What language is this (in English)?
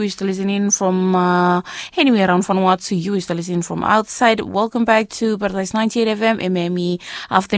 Bislama